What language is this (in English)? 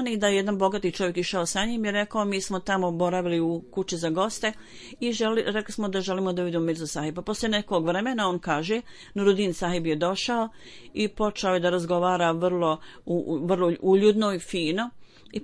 Bosnian